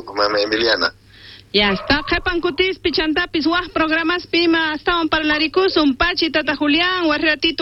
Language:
South Bolivian Quechua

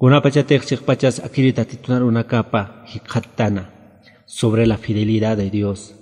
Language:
Aymara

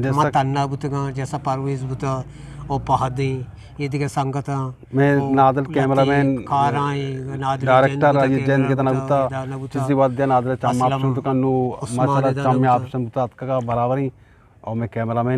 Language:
Eastern Balochi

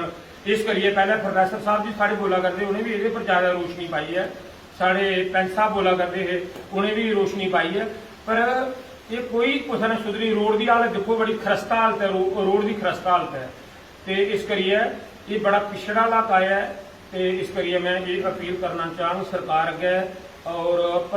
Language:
Dogri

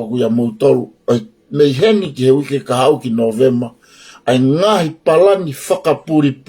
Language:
Tongan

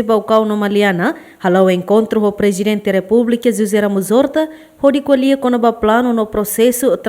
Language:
Tetum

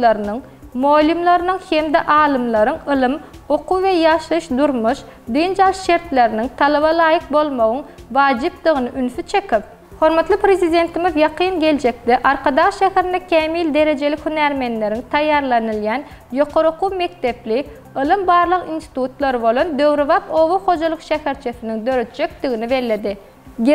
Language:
Turkmen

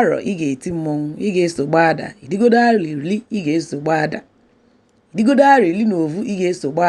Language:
Igbo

